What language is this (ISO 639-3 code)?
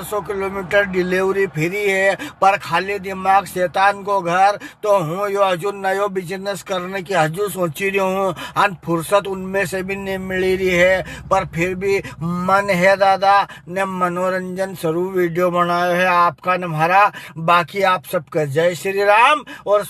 raj